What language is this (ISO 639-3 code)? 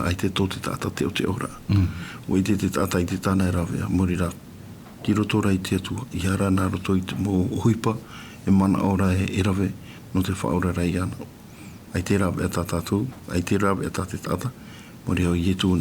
tah